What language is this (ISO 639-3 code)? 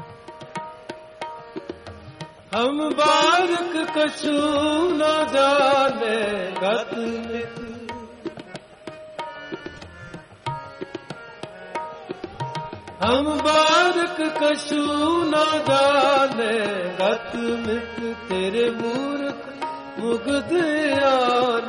pan